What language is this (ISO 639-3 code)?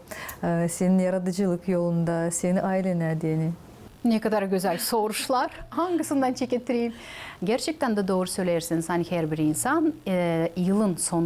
gag